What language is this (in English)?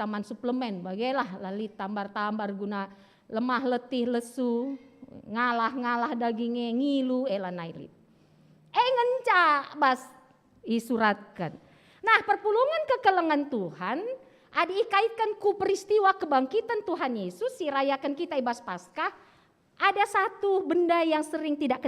Batak Karo